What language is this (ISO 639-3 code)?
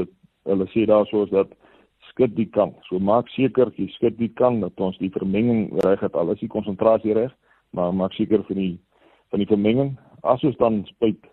afr